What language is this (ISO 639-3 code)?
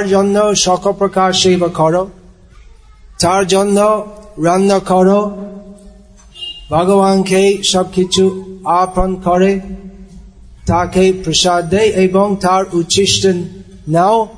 ben